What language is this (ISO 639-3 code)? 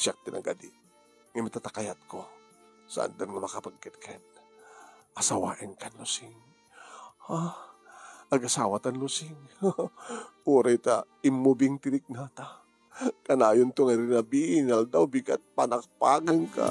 ilo